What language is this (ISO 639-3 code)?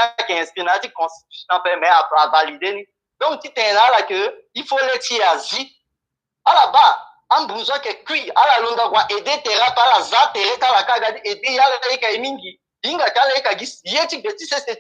sag